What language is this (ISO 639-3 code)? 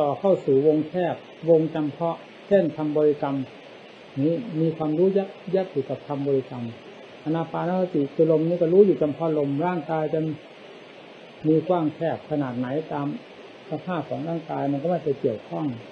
tha